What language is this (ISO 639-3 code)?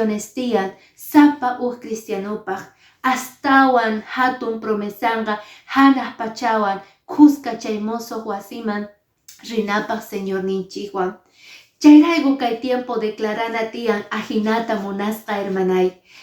que